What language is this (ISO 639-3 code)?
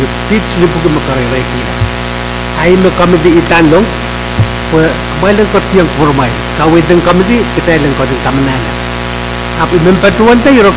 pon